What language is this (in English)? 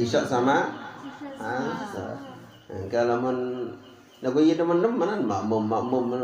Sasak